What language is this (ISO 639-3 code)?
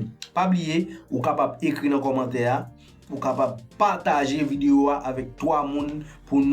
hat